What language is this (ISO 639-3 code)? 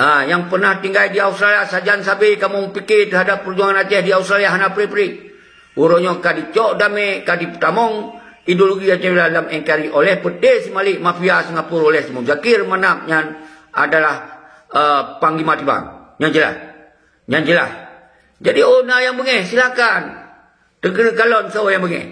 ace